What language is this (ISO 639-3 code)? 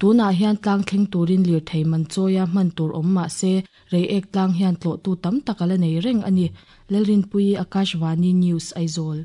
lus